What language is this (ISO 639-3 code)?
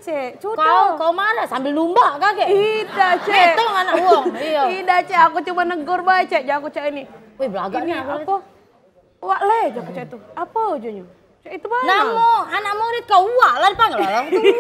mui